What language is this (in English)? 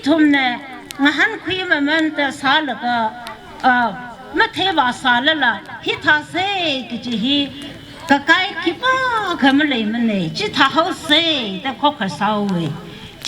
Tangkhul Naga (India)